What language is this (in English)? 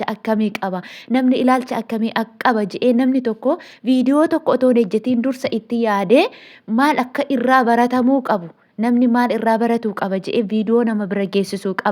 Oromo